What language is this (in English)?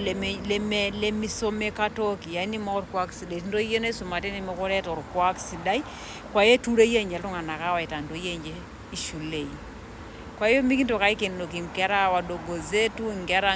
Masai